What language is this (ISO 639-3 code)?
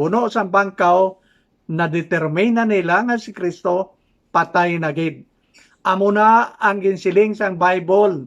hil